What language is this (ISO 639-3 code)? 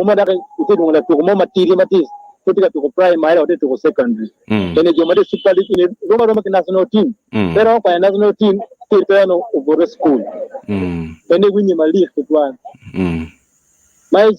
ach